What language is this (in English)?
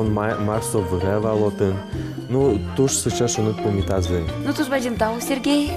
Udmurt